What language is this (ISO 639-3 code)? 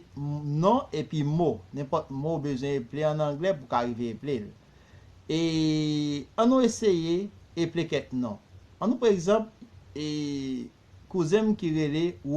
hat